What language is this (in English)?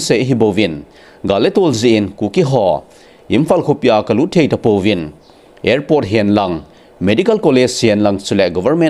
Thado Chin